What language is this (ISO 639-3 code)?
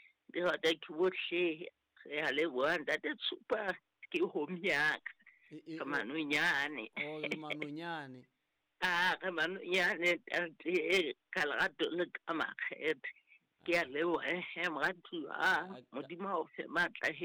sot